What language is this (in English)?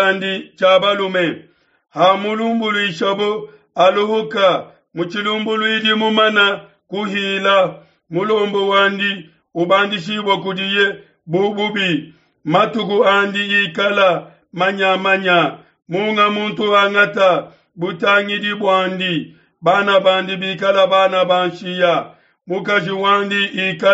Luba-Lulua